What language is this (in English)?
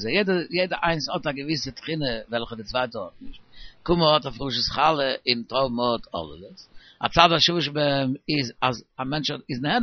Yiddish